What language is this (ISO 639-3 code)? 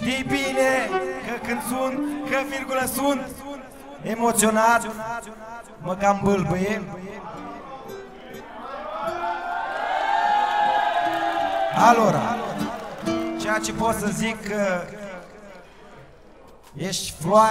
ron